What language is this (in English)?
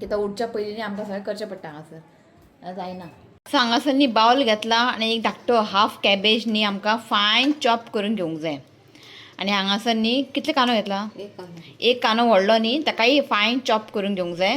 Konkani